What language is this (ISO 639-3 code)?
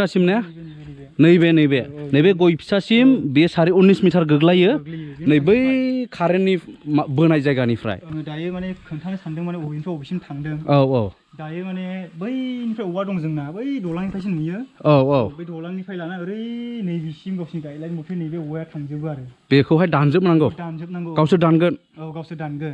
brx